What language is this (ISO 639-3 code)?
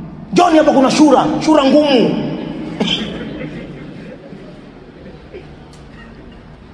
swa